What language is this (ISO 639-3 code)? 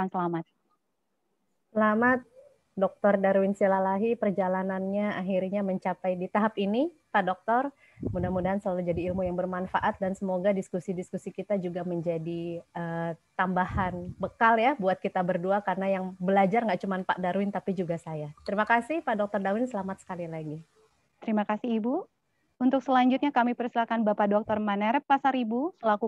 ind